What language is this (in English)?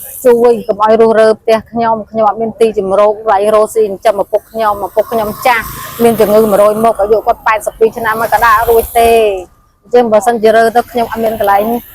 Khmer